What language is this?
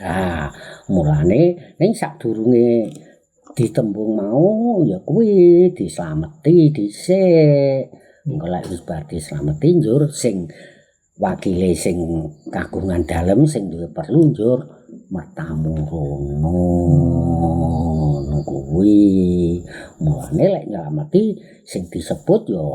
Javanese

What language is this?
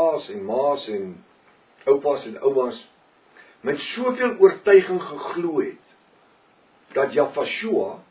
Afrikaans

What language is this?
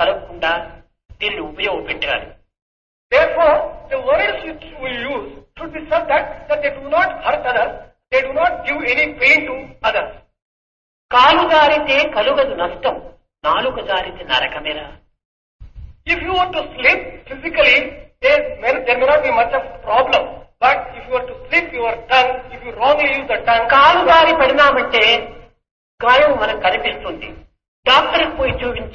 Telugu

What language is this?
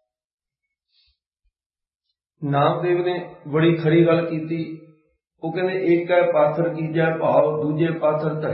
Punjabi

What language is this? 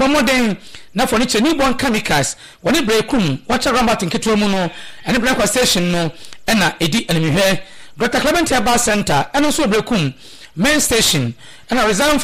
Akan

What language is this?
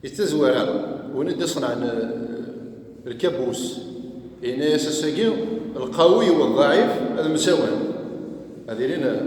Kabyle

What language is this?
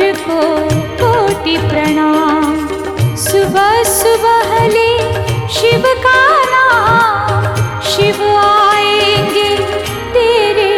Hindi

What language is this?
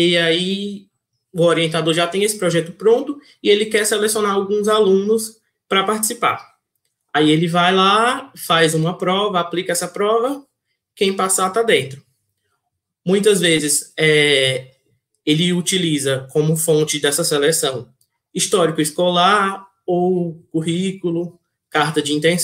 Portuguese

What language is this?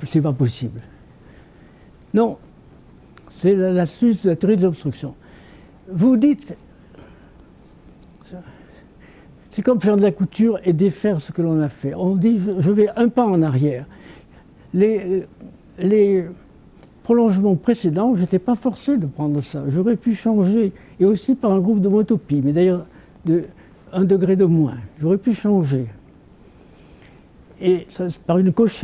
French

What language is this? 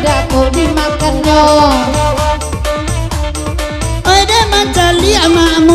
Indonesian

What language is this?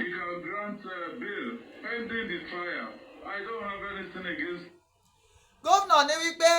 Yoruba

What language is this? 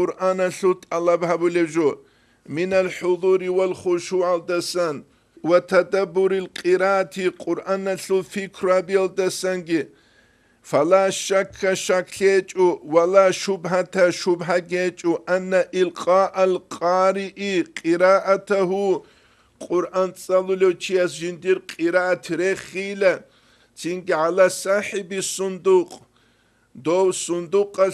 Avaric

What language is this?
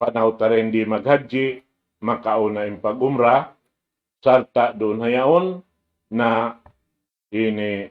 Tausug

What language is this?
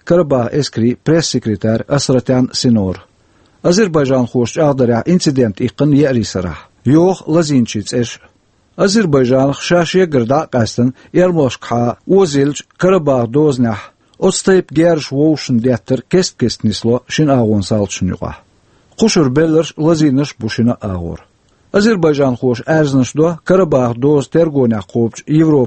Chechen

